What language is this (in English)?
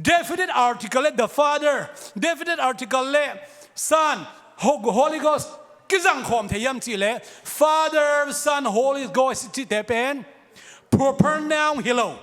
Tedim Chin